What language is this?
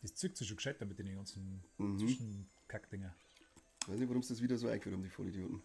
Bavarian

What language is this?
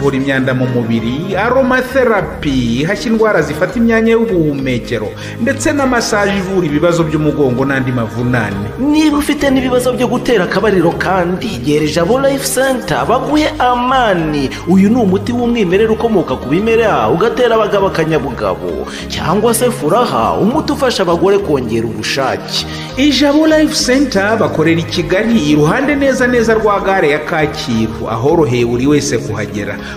Kinyarwanda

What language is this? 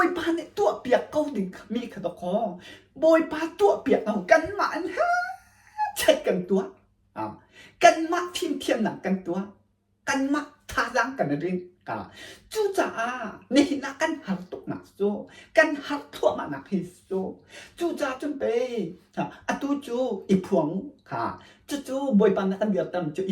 Hakha Chin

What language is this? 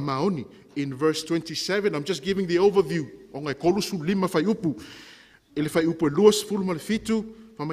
Samoan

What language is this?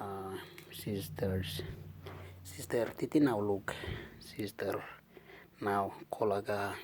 Western Dani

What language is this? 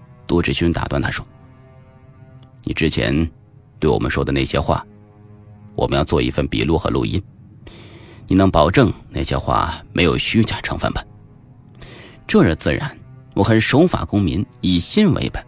Chinese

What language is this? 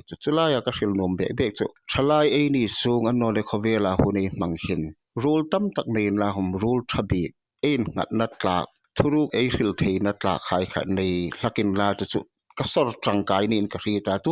Hmar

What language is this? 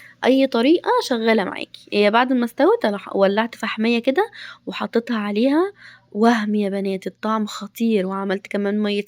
Egyptian Arabic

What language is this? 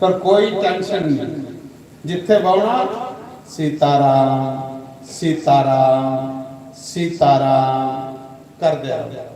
Dogri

